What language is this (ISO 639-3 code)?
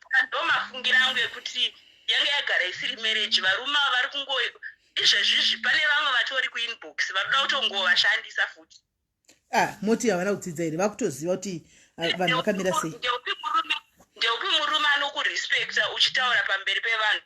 sna